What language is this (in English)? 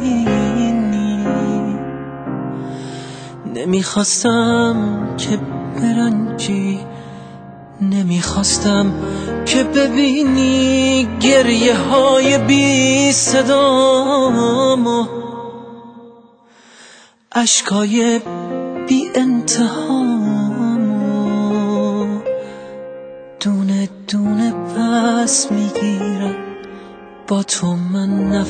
Persian